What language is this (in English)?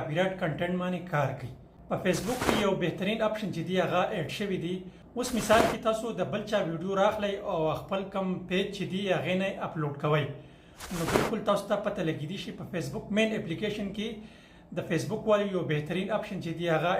Pashto